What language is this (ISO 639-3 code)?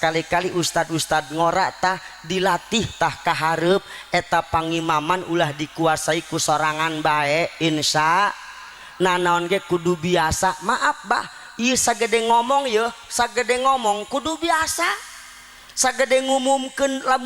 sun